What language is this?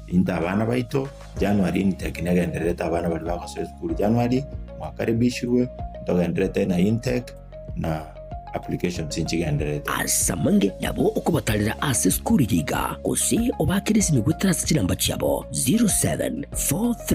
Gusii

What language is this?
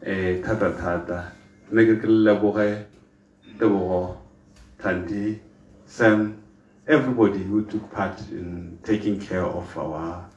Tswana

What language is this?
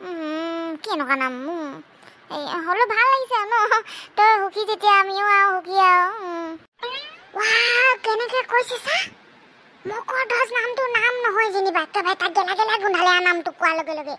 Assamese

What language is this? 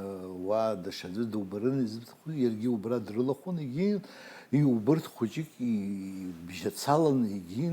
Abkhazian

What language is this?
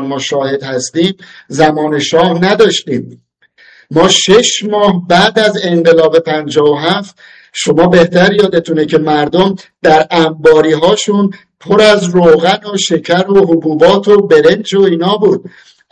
Persian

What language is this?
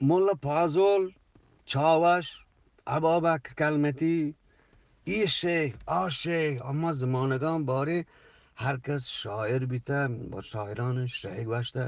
Eastern Balochi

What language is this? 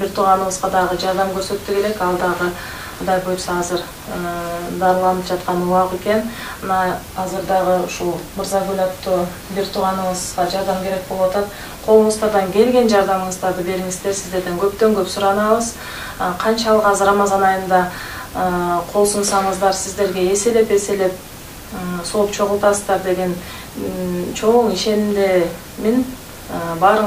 Kyrgyz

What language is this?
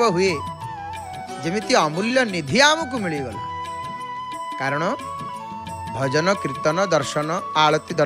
Odia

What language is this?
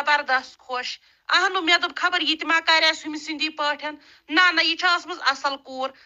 Kashmiri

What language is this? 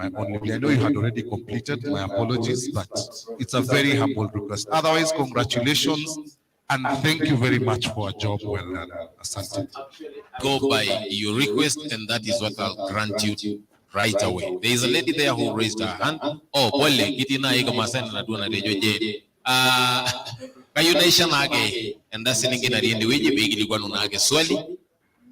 Masai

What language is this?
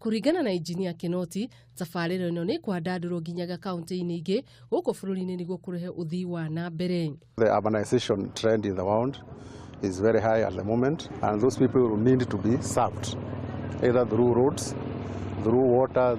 Kikuyu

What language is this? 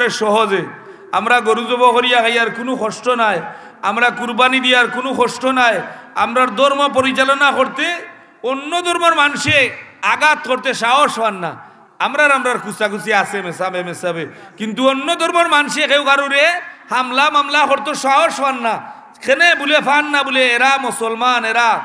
Sylheti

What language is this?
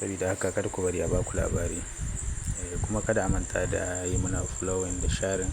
Hausa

